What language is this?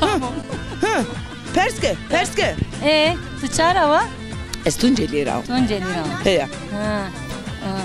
Zaza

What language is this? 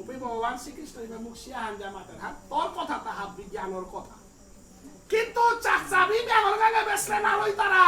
Bishnupriya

